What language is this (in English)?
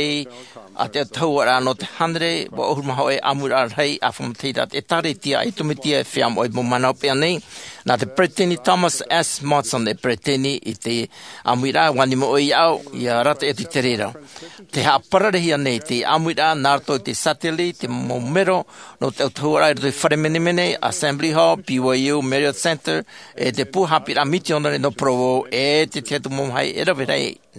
Tahitian